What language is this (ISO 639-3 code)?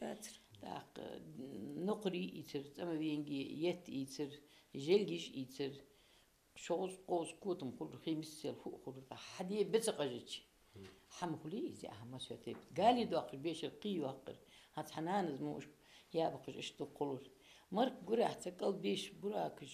inh